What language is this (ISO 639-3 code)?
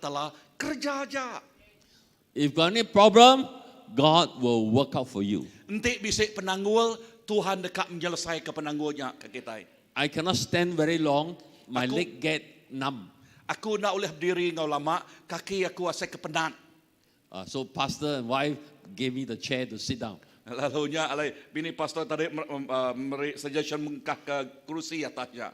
iba